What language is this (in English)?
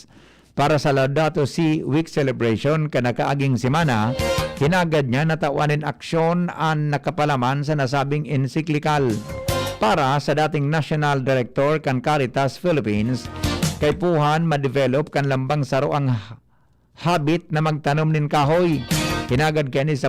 Bikol